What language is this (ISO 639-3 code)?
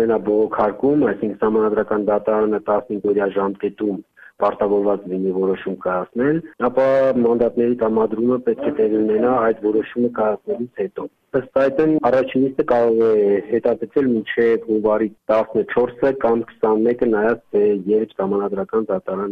hye